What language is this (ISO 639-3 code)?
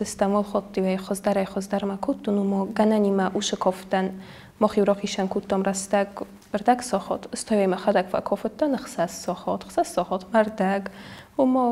oss